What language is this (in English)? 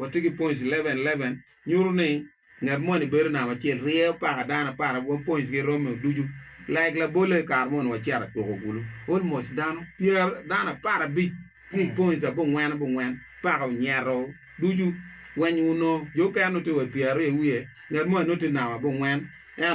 Acoli